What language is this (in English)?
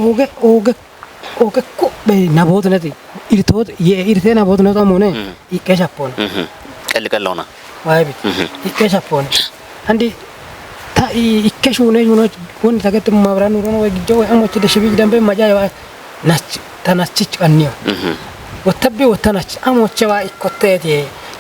Kafa